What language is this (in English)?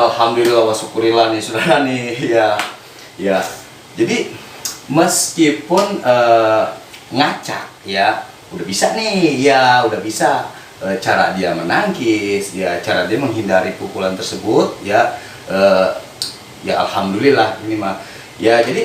Betawi